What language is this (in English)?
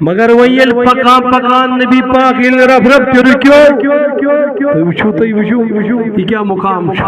Kashmiri